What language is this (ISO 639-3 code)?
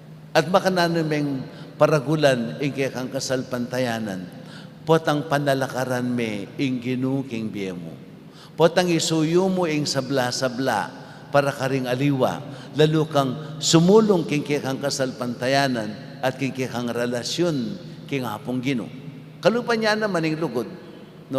pam